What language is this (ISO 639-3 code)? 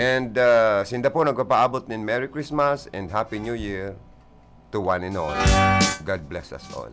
bik